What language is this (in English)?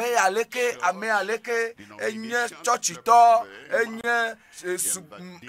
Ewe